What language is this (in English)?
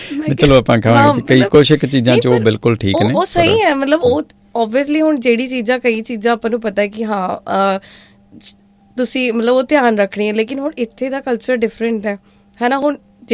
Punjabi